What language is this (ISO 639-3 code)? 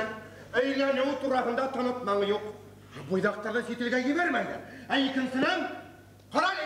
bak